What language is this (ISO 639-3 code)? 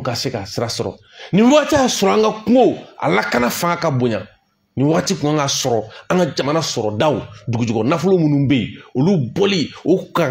bam